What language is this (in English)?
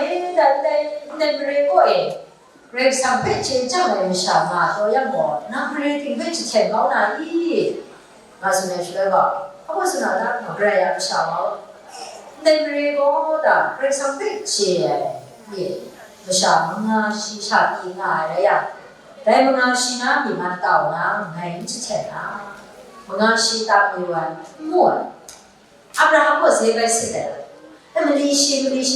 Kachin